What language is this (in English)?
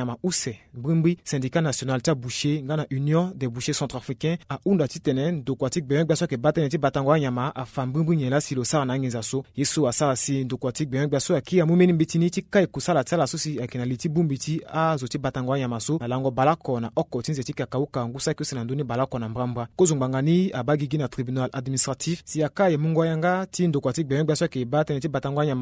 Sango